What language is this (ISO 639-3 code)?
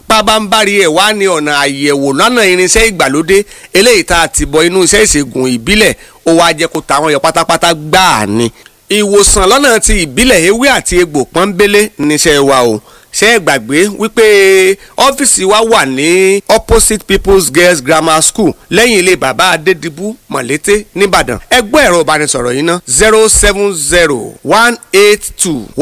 yor